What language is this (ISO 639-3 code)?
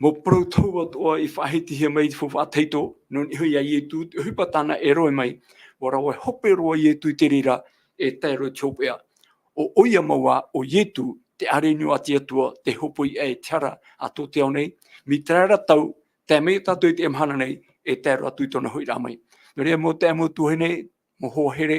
tah